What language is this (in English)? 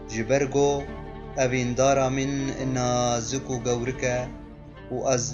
Kurdish